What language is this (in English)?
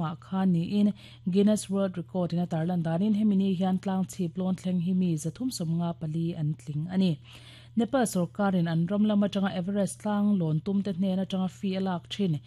Mizo